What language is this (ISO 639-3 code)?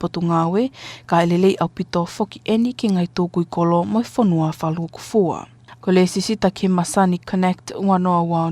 ton